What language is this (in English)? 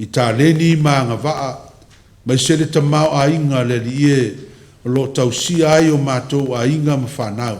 Samoan